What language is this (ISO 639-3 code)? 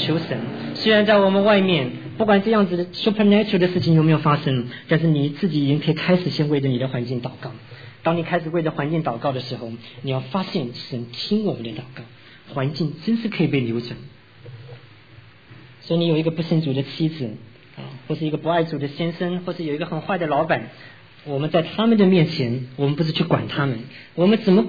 zho